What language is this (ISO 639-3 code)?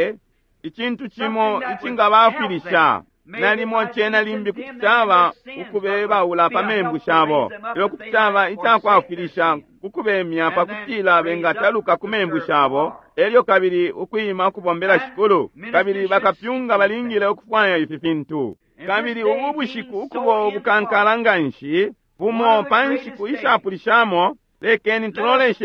bem